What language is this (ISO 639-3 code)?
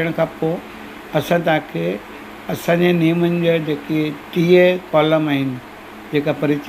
snd